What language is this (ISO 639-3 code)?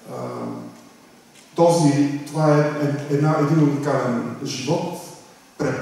bul